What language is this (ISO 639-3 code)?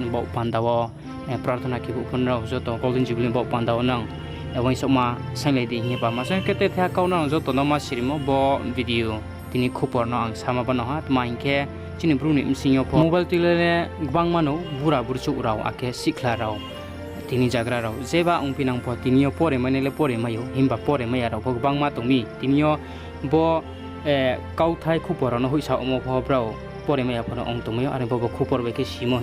ria